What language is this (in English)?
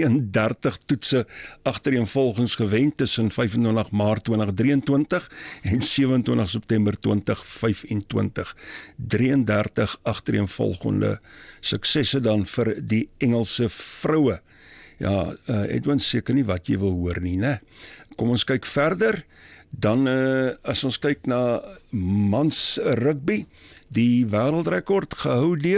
Afrikaans